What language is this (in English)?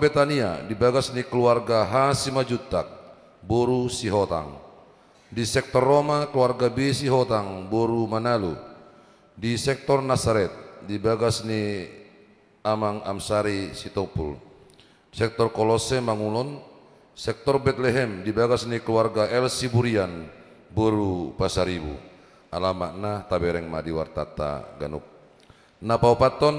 Batak Toba